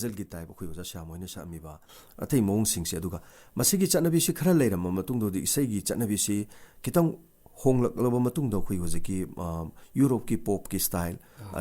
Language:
Manipuri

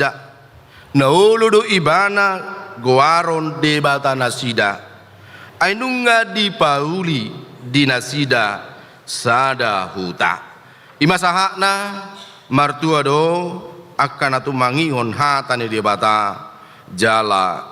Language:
Batak Toba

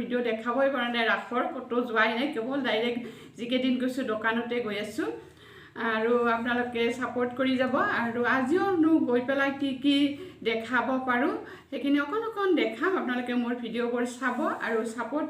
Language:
Assamese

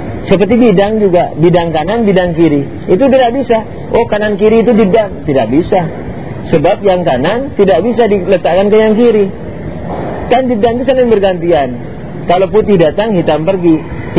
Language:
Indonesian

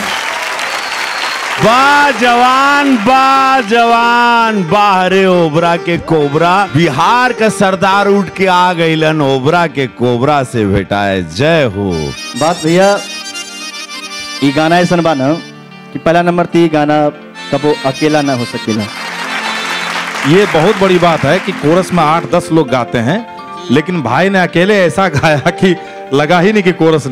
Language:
Bhojpuri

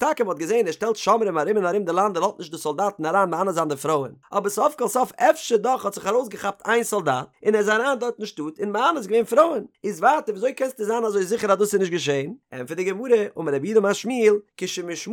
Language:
Yiddish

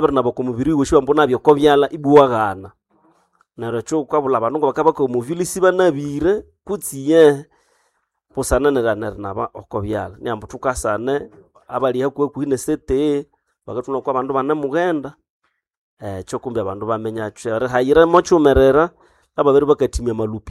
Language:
Nande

